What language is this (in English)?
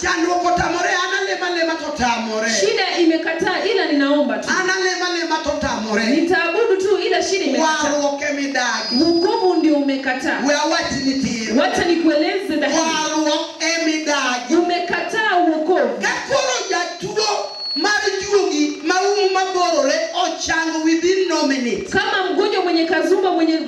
Luo (Kenya and Tanzania)